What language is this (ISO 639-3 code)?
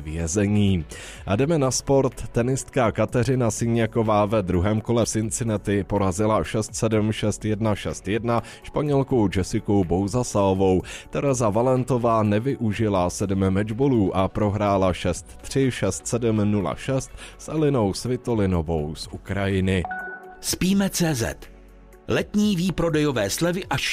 ces